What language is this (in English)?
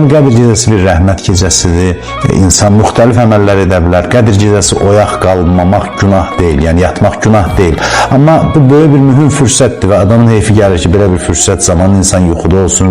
Azerbaijani